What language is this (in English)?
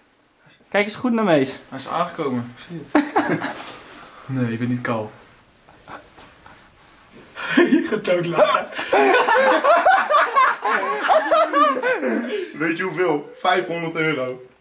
Dutch